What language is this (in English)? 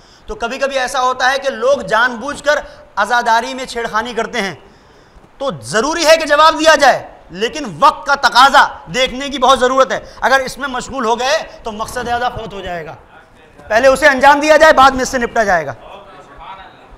Urdu